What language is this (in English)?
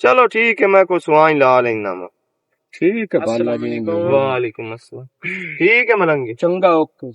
Western Panjabi